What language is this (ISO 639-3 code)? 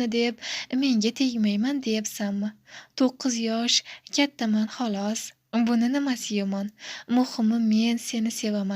uzb